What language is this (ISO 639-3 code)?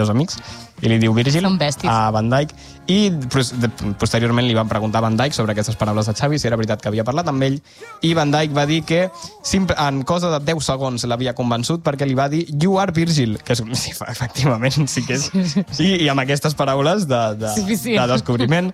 cat